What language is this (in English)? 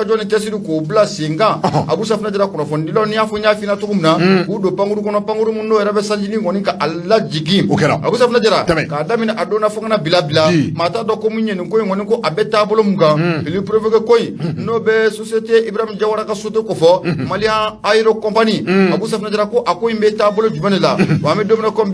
Bambara